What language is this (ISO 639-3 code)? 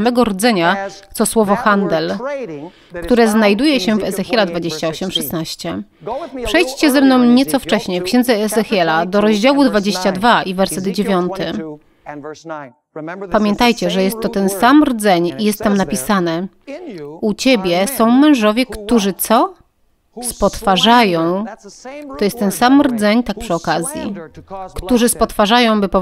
pol